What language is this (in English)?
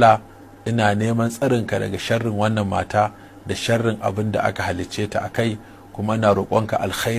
Hausa